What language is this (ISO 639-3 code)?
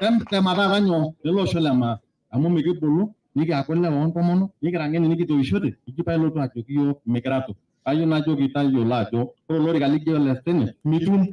mas